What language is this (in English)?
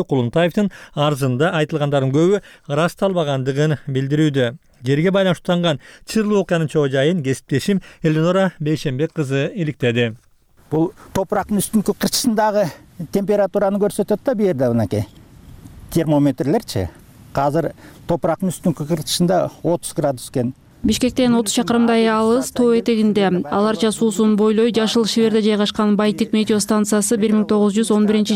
Kyrgyz